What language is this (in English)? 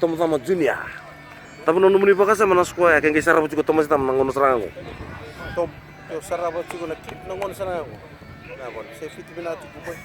Fijian